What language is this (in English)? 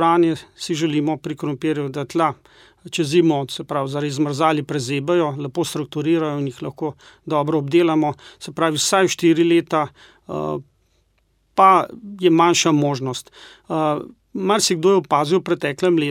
Slovenian